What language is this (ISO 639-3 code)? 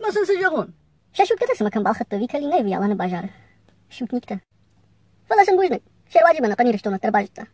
oss